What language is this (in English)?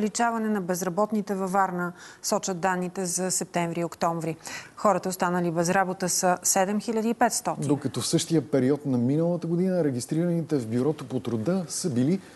Bulgarian